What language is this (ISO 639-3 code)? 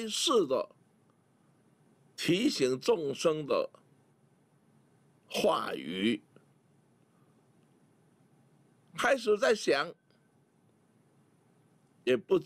zho